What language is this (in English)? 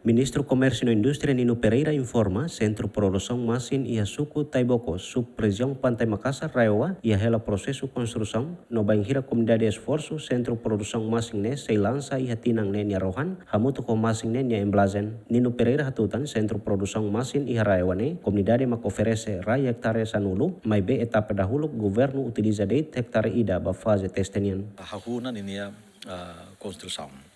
Tetum